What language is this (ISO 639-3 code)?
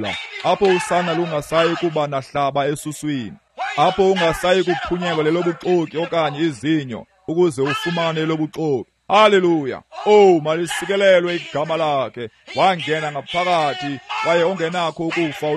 xho